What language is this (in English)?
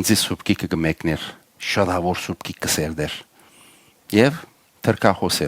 Western Armenian